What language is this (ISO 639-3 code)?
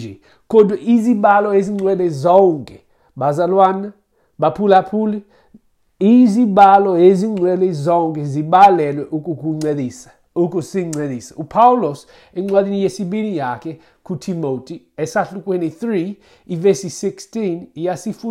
xho